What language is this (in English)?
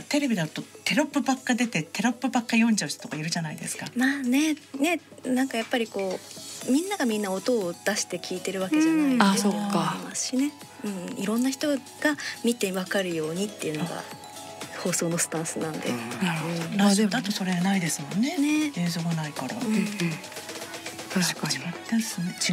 Japanese